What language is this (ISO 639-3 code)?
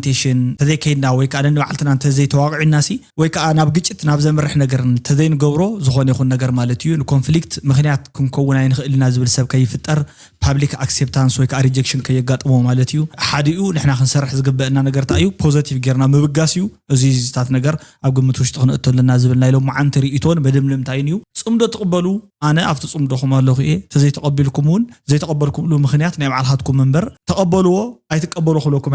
tir